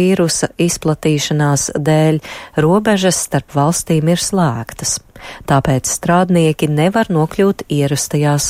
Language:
Latvian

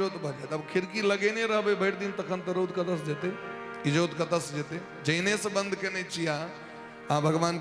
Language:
Maithili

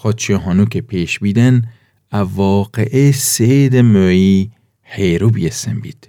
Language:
Gilaki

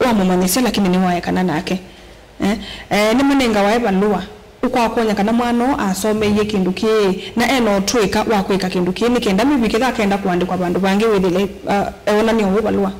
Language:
Kamba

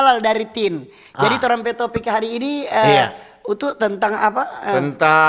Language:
Manado Malay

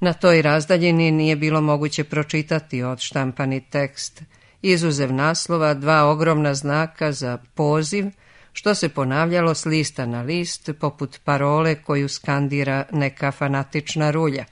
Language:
Serbian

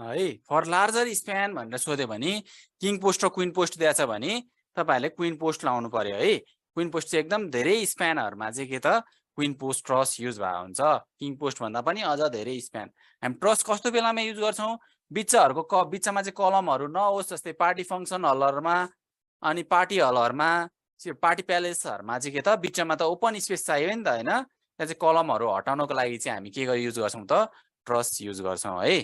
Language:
Nepali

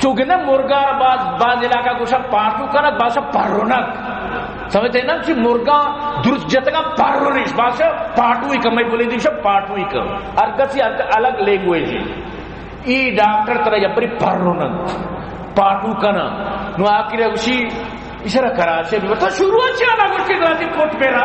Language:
Baluchi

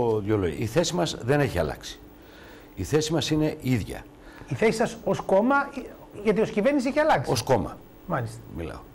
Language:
Greek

